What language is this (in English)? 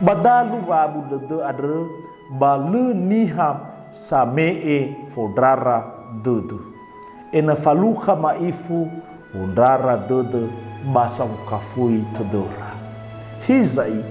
Nias